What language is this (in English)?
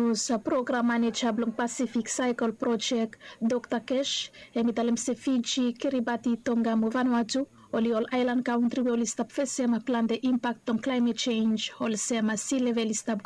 Bislama